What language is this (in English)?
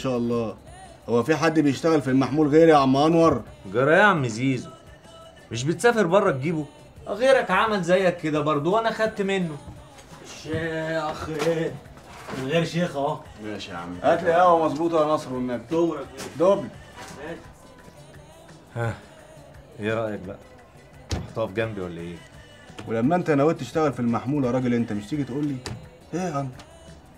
Egyptian Arabic